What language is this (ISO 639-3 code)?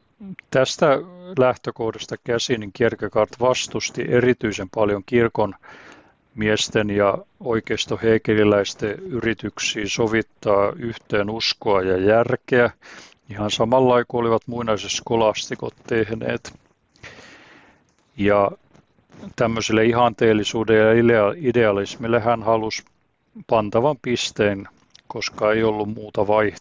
fin